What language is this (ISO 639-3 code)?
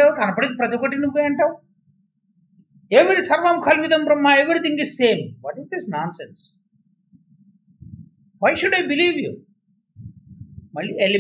tel